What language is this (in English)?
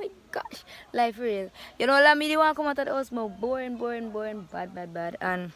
Jamaican Creole English